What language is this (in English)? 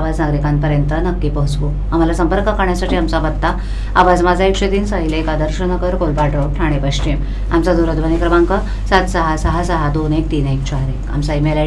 Marathi